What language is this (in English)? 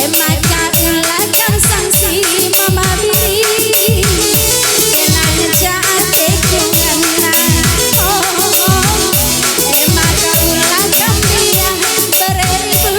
Batak Karo